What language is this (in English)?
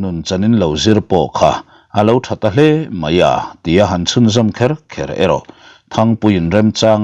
Mizo